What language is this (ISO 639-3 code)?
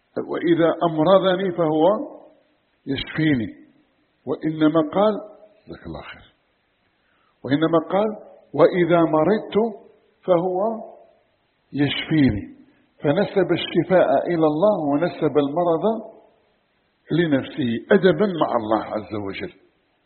ara